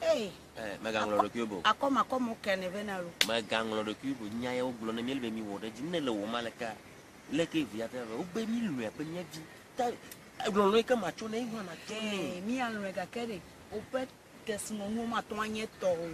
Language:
Ewe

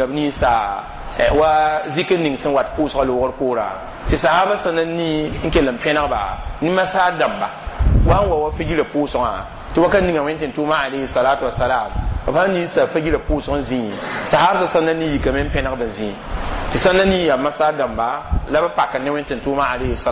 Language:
Mossi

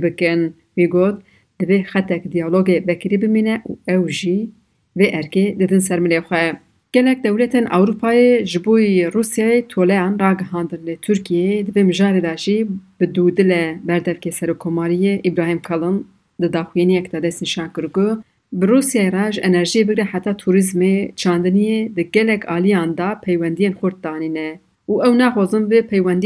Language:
Kurdish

